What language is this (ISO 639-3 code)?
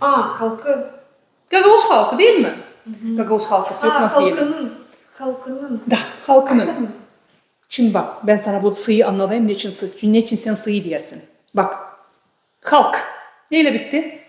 gag